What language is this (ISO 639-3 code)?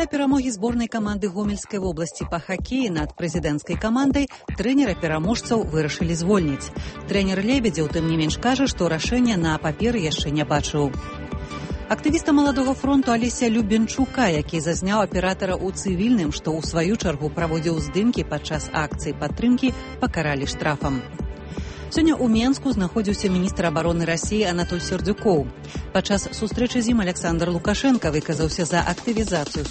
bel